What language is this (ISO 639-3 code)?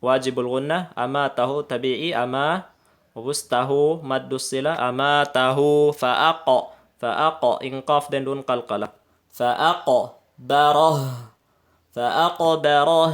tsg